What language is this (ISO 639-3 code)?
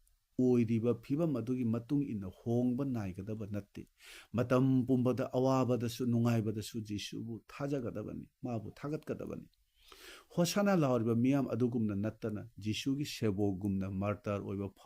mni